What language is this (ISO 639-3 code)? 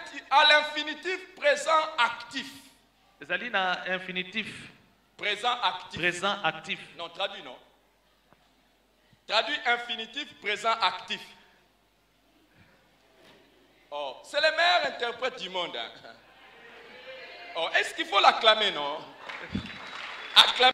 fra